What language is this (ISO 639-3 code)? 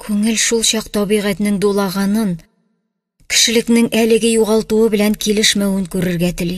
tat